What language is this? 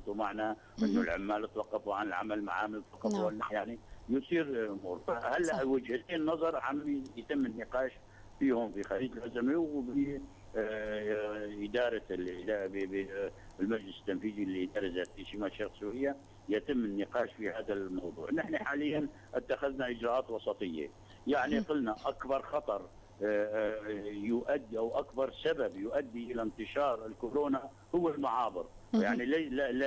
North Levantine Arabic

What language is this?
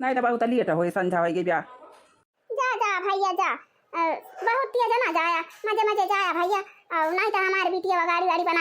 Awadhi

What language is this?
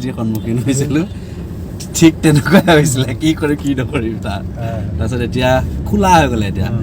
Assamese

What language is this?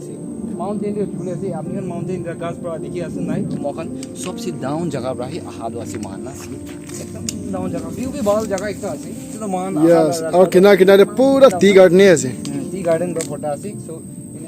Naga Pidgin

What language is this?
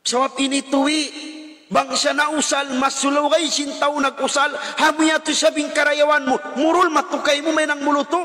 Tausug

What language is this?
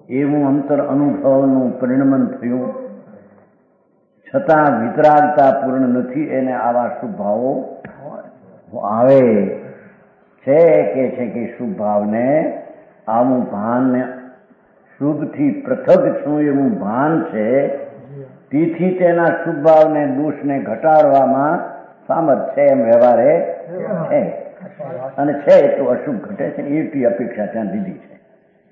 Gujarati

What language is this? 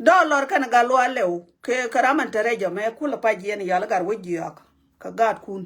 Nuer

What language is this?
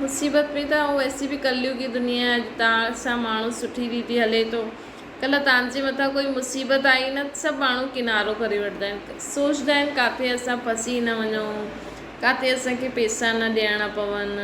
Sindhi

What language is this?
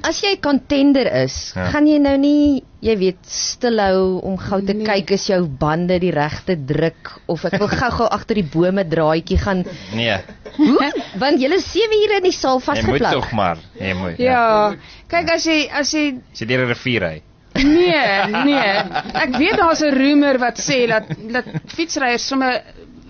Afrikaans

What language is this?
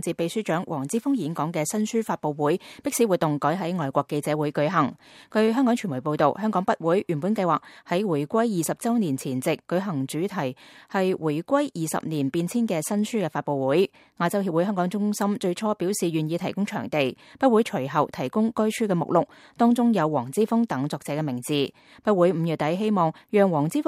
Cantonese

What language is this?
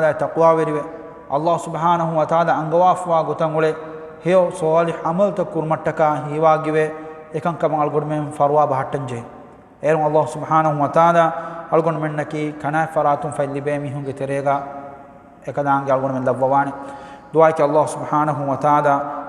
Divehi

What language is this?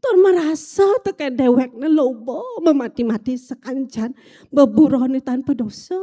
Balinese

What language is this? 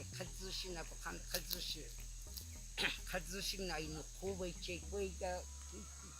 Cogui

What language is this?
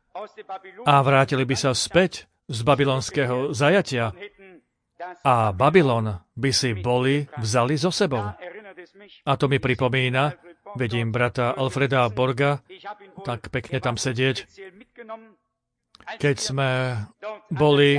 Slovak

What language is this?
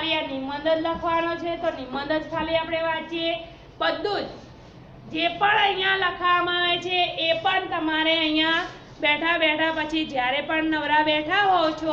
Gujarati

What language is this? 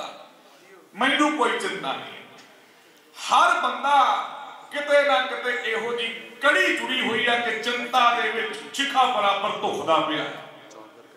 Punjabi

